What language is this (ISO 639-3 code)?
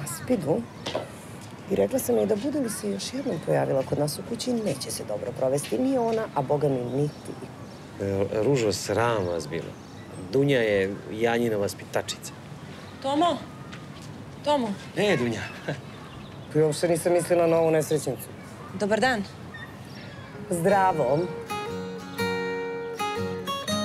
srp